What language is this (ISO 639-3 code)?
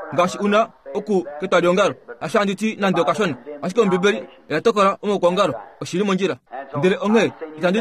kua